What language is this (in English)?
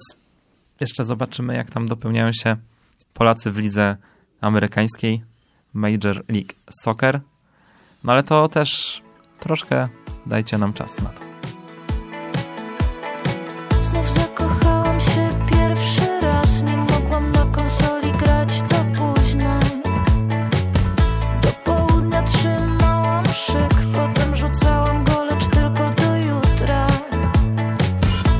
Polish